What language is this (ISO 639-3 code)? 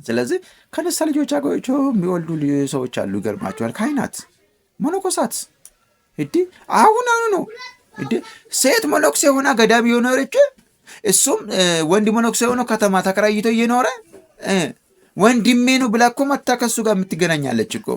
amh